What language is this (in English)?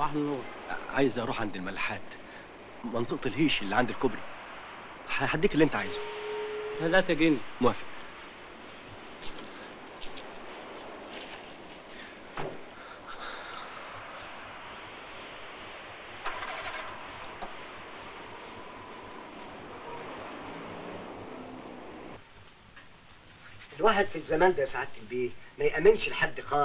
Egyptian Arabic